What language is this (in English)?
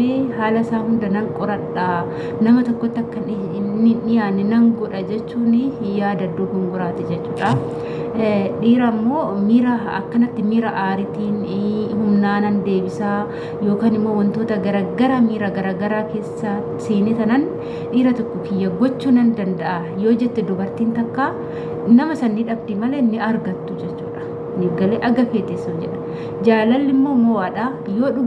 Oromo